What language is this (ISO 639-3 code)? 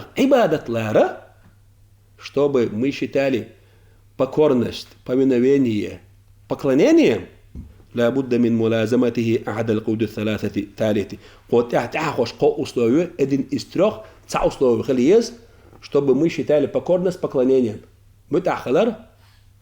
che